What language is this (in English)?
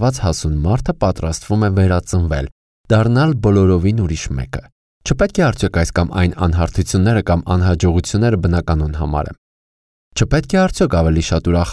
Armenian